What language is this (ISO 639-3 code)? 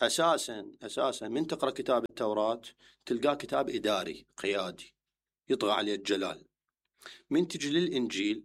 acm